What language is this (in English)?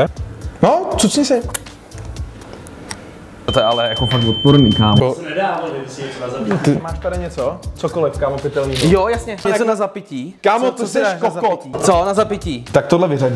Czech